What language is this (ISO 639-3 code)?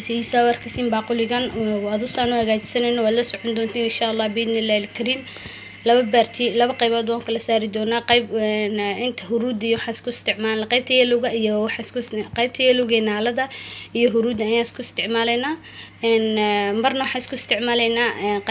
som